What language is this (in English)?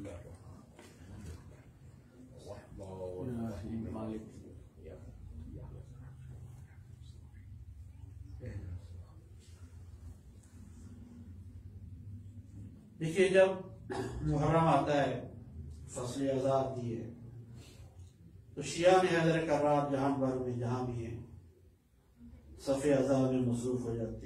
Urdu